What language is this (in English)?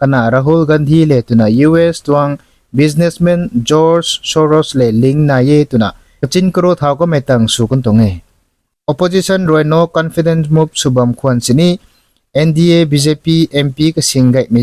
Rongmei Naga